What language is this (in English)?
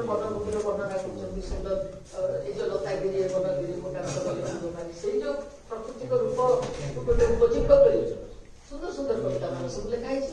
Odia